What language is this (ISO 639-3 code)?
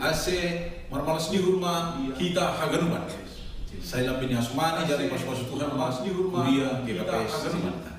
bts